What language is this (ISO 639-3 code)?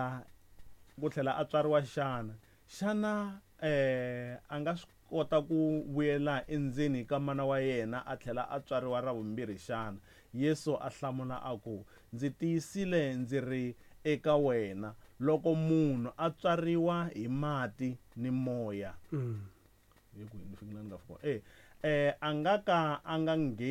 tso